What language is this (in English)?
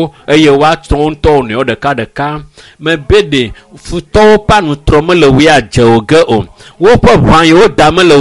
Ewe